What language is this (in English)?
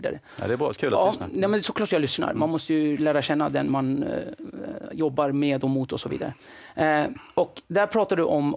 Swedish